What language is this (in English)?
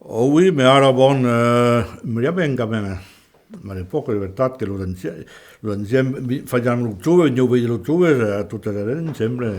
Occitan